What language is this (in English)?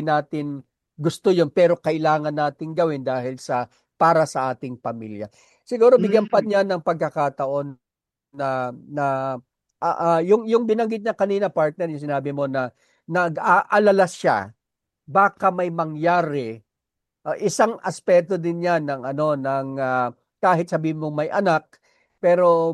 Filipino